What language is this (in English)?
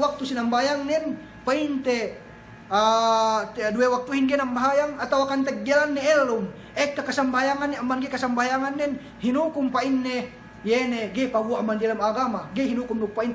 Yakan